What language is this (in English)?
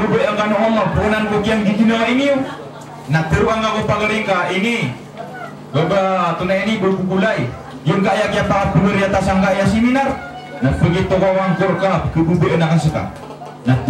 Maranao